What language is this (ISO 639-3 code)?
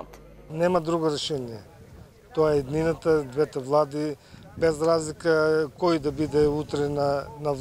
mkd